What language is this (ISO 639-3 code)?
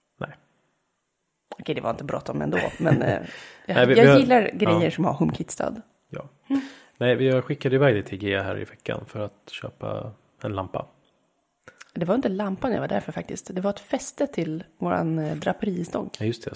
swe